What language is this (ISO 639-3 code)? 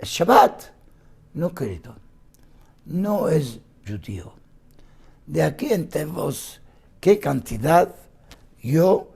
lad